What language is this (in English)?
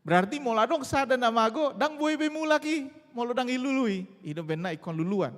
Batak Toba